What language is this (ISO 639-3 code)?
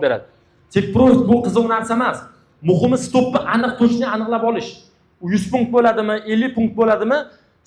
uzb